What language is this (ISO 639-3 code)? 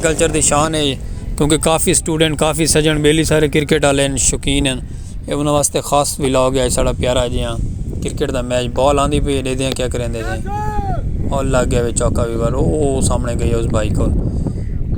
skr